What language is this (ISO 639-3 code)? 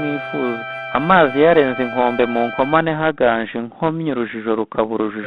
kin